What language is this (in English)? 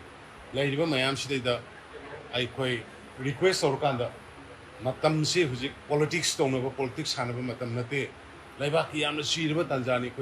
Manipuri